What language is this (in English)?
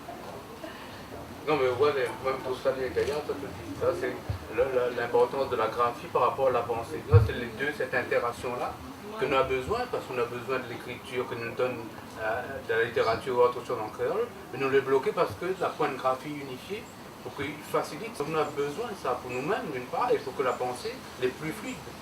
Réunion Creole French